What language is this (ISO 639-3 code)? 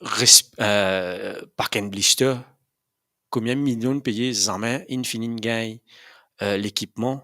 mfe